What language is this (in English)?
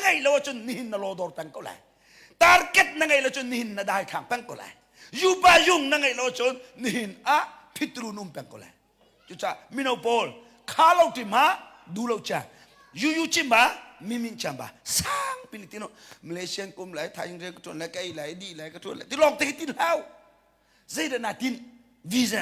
Hakha Chin